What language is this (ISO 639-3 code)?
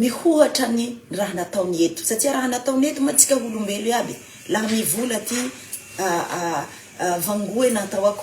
mlg